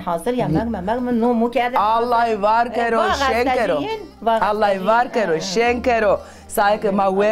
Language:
Zaza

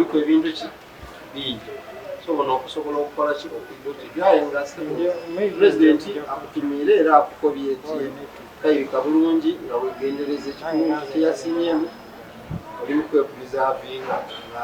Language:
Ganda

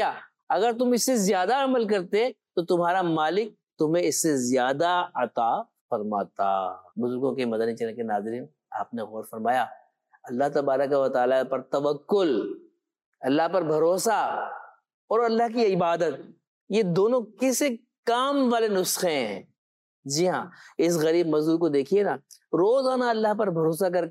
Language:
Urdu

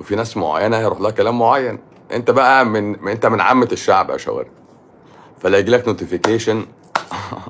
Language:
Egyptian Arabic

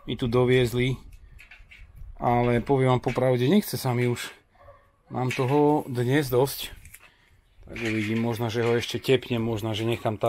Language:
Slovak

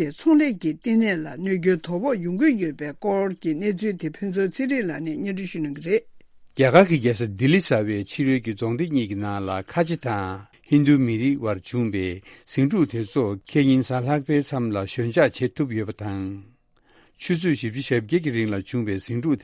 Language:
Tibetan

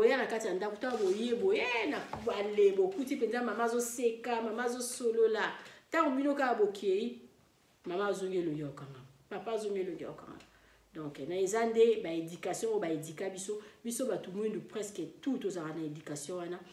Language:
Lingala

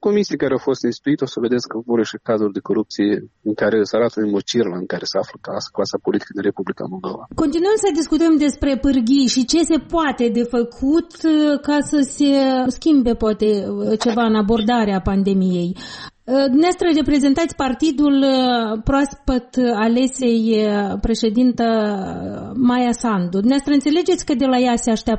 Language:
Romanian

